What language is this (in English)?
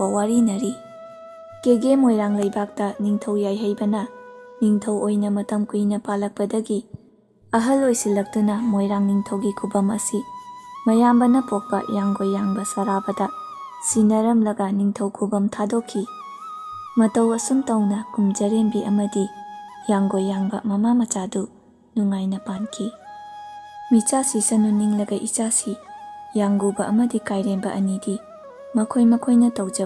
Manipuri